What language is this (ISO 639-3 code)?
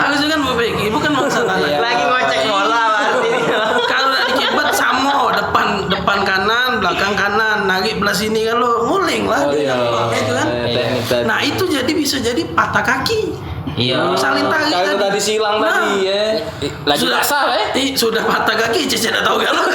mui